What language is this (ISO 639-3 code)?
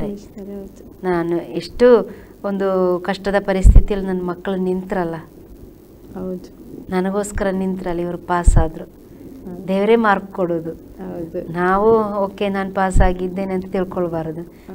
kan